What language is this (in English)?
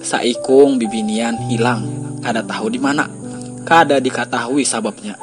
Banjar